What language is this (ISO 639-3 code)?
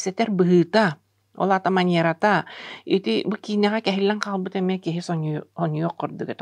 sah